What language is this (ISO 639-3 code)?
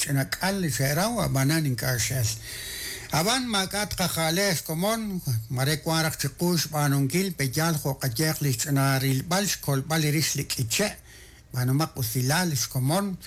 kek